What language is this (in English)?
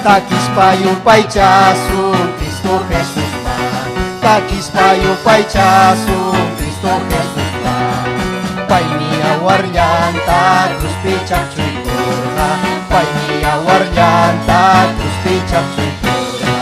Ayacucho Quechua